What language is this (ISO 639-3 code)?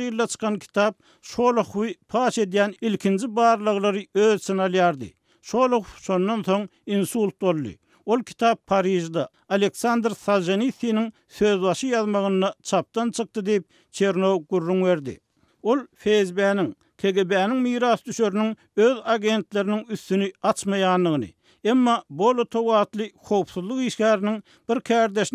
tuk